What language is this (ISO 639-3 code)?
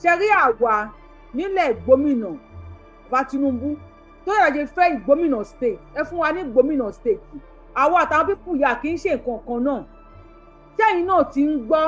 yor